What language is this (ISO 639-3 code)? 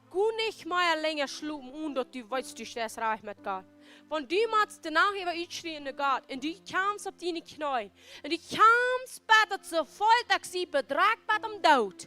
pdt